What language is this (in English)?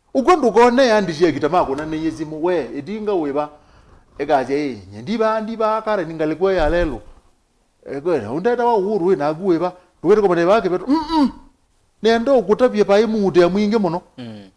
Kamba